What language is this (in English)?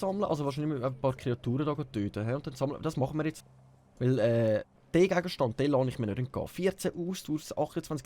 Swiss German